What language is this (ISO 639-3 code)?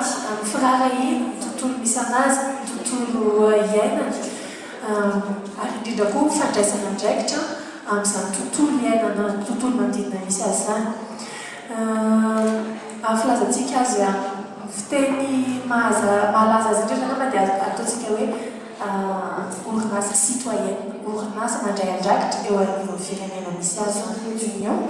mlg